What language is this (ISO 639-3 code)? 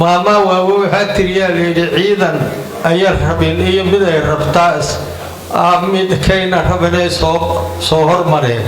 som